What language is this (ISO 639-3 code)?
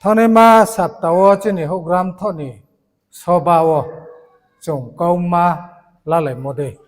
ria